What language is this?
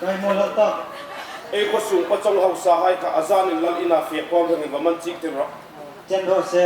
Hmar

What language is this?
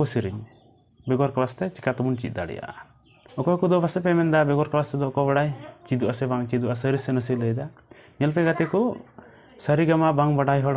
Santali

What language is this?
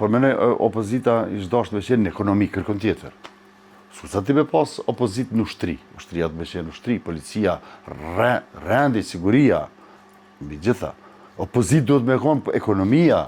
Albanian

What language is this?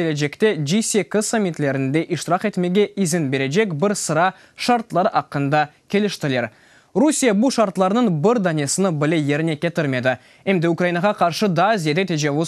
Crimean Tatar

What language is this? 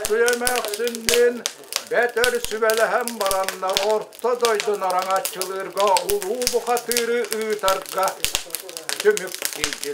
Yakut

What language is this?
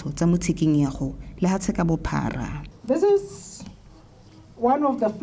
Tswana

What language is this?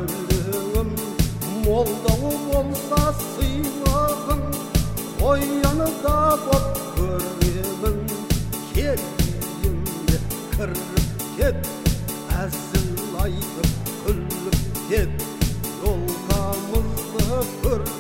Kazakh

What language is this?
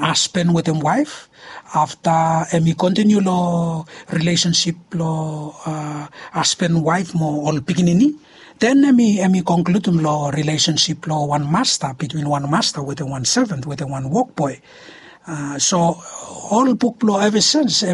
Bislama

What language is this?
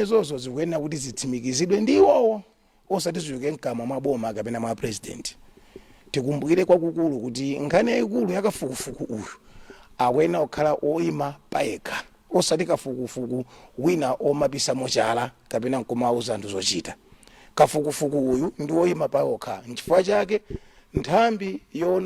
Nyanja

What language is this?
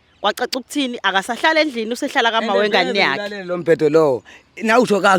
Zulu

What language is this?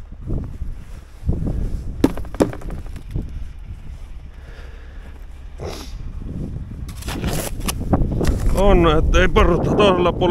Finnish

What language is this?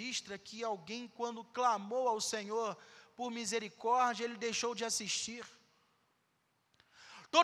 Portuguese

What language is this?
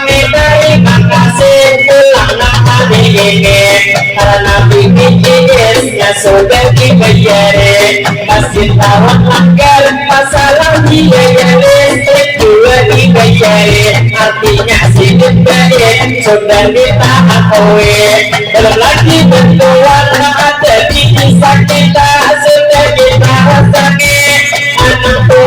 Banjar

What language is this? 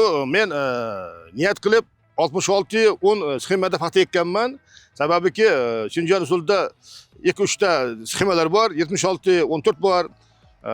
Uzbek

